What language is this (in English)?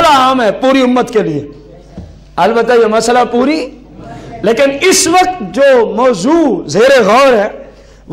Urdu